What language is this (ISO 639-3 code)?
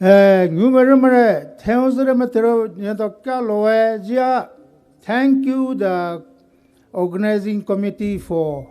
pmx